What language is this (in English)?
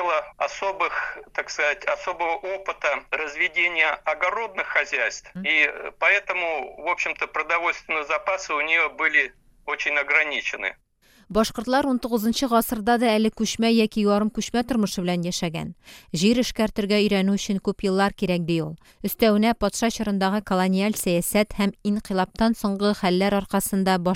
Tatar